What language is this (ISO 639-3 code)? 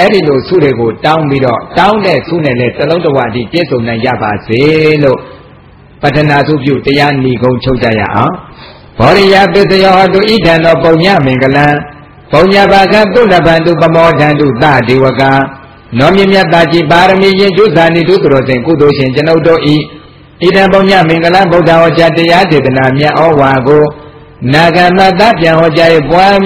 mya